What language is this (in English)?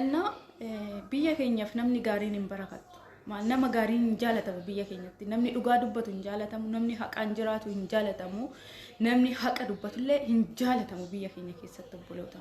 Oromo